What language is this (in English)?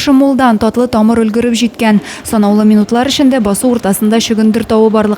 Tatar